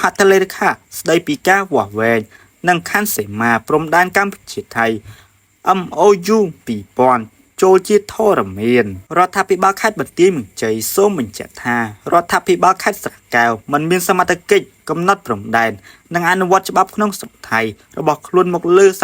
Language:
Khmer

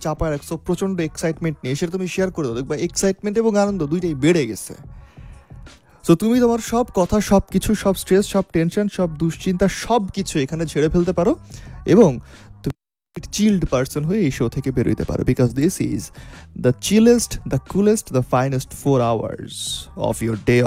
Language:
Bangla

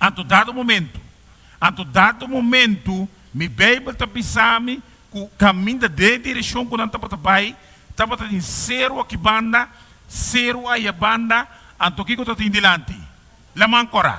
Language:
Papiamento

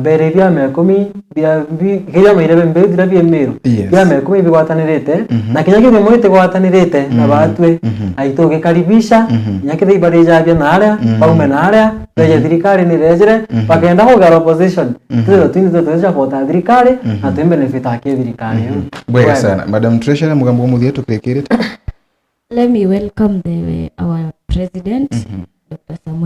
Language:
Meru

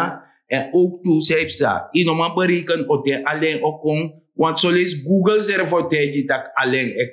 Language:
Sranan Tongo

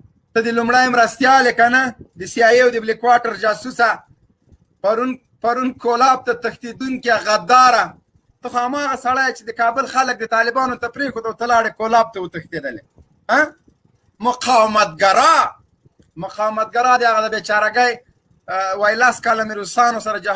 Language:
Pashto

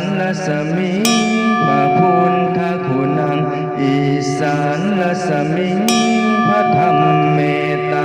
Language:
Pali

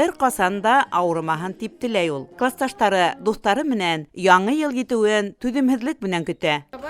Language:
Bashkir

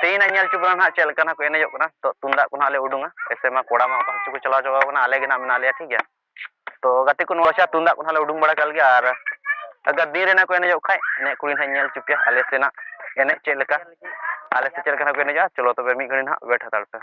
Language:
Santali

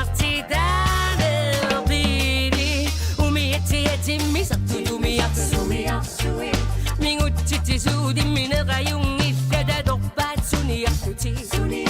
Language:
Kalaallisut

